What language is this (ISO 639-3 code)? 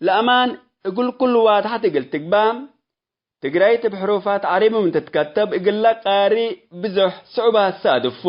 tig